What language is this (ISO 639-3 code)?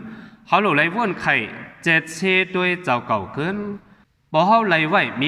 shn